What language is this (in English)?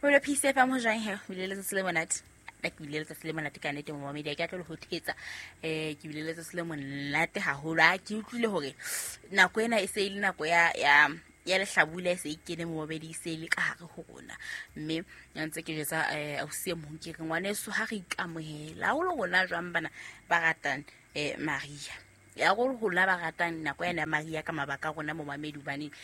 Southern Sotho